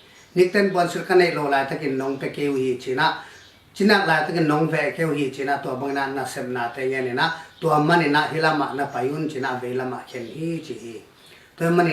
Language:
Tedim Chin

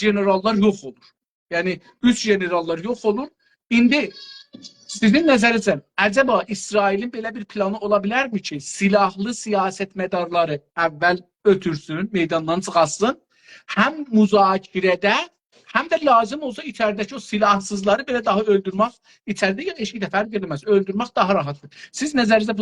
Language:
South Azerbaijani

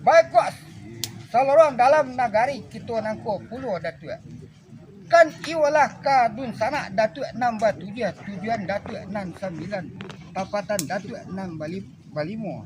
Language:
Minangkabau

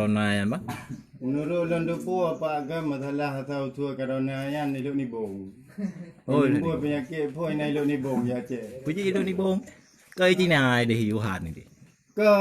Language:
Achinese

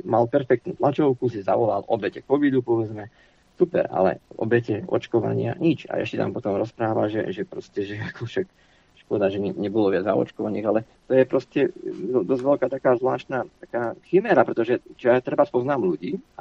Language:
Slovak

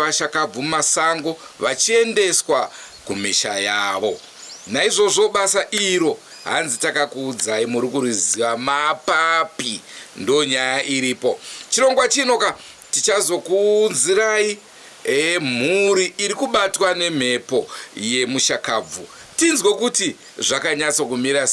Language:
Shona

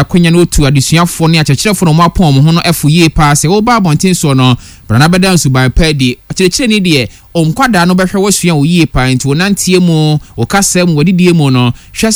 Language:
Akan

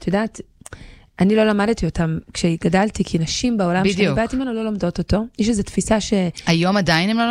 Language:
Hebrew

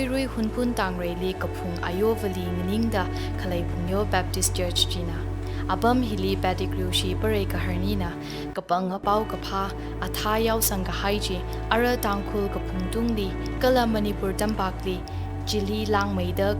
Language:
Tangkhul Naga (India)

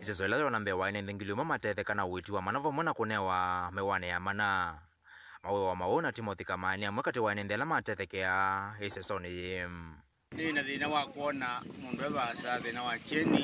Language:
Kamba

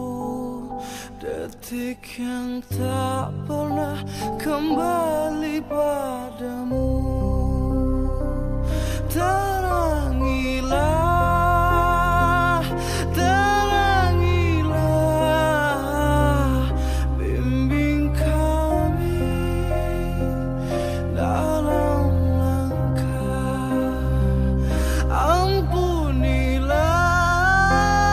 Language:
Indonesian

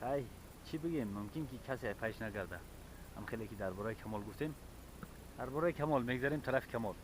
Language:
Tajik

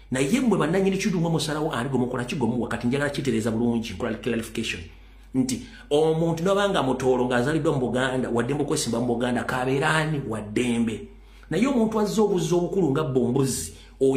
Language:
Ganda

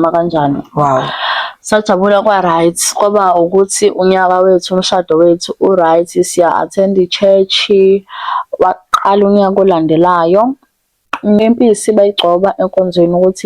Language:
Zulu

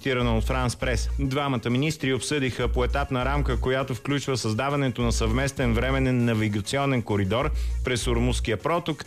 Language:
Bulgarian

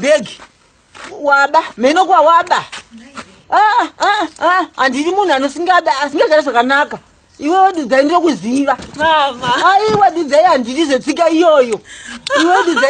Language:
Shona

